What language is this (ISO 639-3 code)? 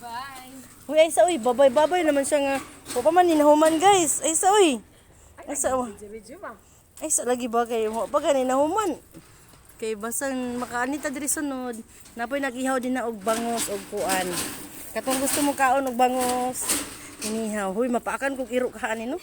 ceb